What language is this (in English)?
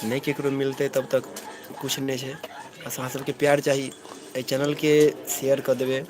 Maithili